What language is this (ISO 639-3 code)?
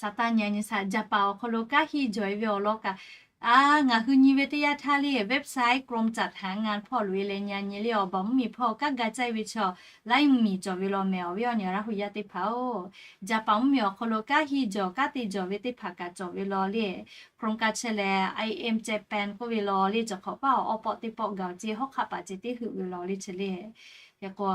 lhu